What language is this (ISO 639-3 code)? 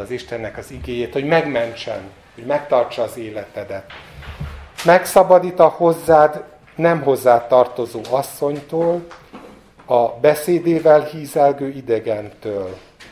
hun